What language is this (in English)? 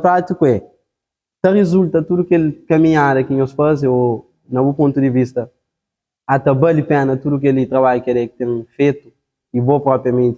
Kabuverdianu